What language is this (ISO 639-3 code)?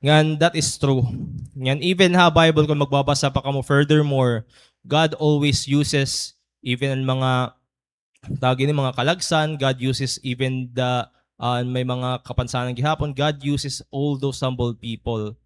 war